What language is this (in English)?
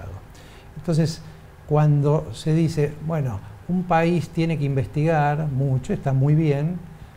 Spanish